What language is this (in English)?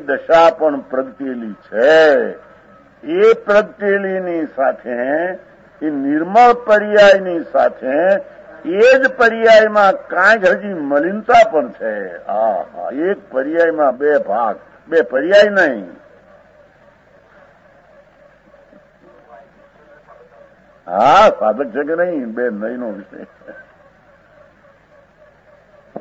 Gujarati